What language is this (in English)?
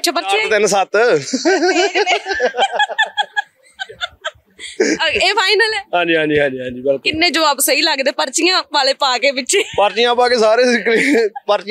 Punjabi